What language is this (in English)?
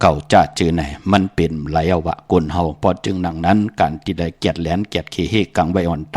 Shan